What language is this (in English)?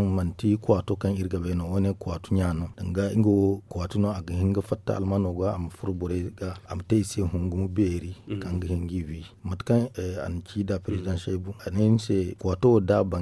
Zarma